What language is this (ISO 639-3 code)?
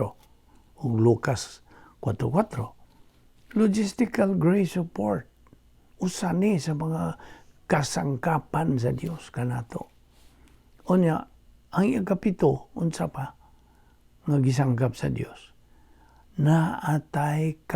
ceb